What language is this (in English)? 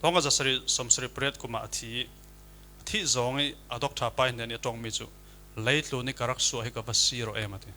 Falam Chin